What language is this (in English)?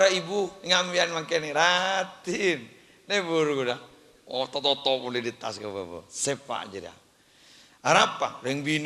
Madurese